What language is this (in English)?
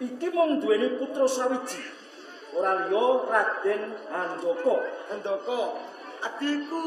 Javanese